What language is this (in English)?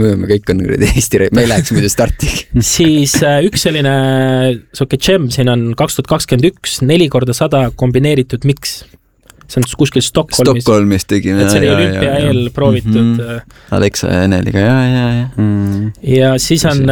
Estonian